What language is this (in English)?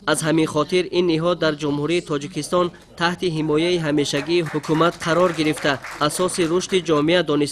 Tajik